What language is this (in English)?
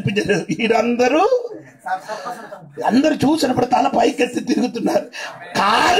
Telugu